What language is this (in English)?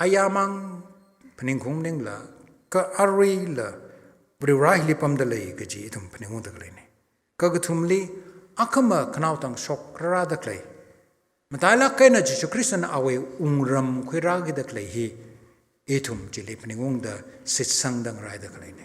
Tangkhul Naga (India)